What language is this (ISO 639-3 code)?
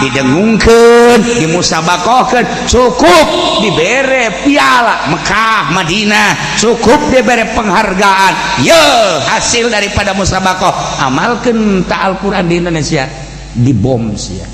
sun